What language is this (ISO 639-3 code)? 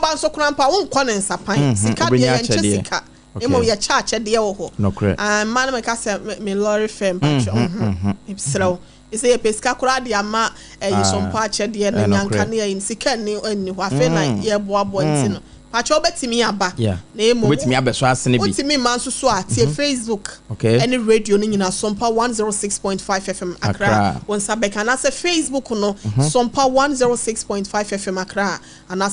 aka